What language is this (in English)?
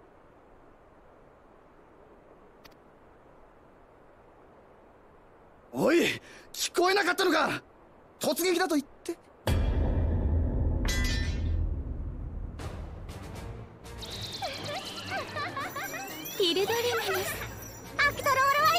Japanese